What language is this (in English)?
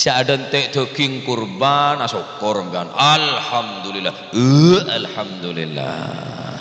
Madurese